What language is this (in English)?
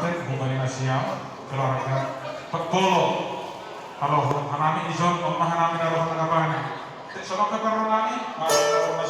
Batak Toba